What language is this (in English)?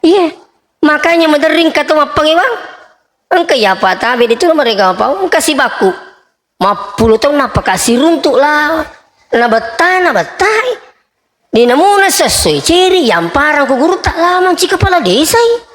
Buginese